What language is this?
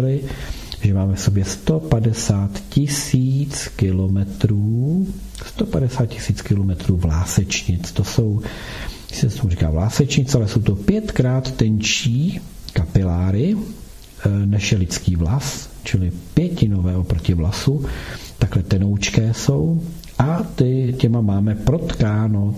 Czech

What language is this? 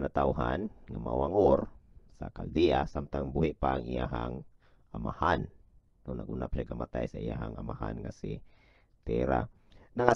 Cebuano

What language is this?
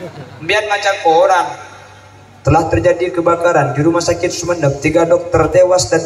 Madurese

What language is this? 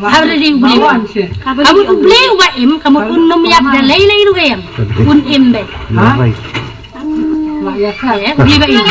Khasi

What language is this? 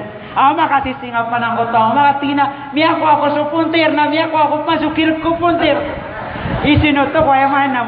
Maranao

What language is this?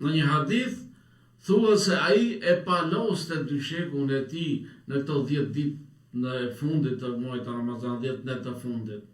Albanian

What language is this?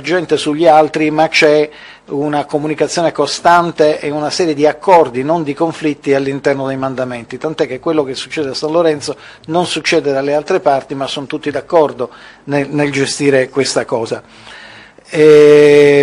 Italian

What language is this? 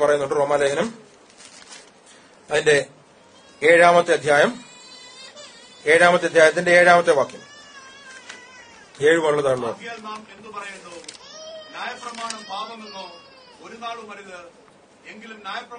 Malayalam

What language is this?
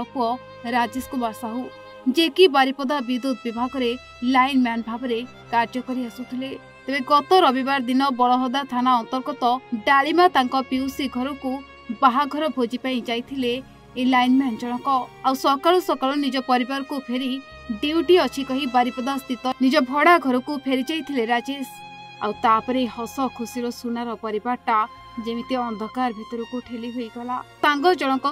Odia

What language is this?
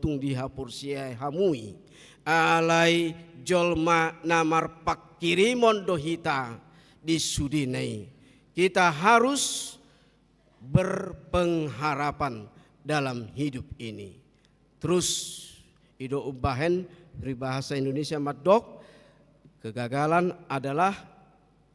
Batak Toba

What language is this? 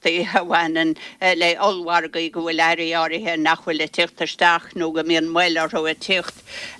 Irish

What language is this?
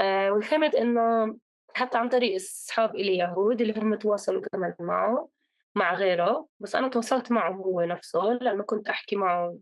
North Levantine Arabic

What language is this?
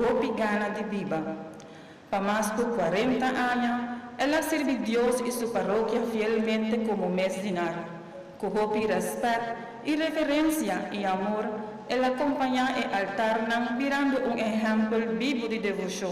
Papiamento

